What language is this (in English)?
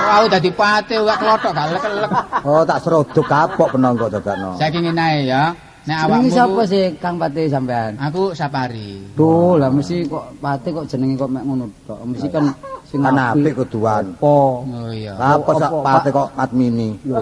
Javanese